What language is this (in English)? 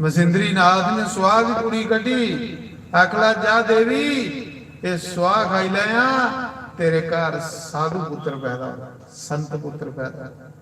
Dogri